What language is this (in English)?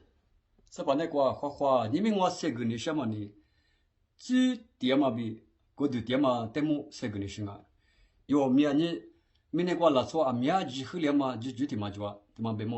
Lisu